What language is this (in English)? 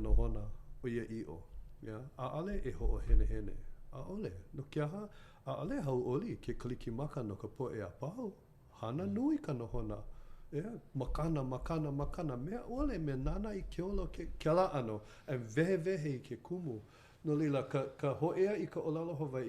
Hawaiian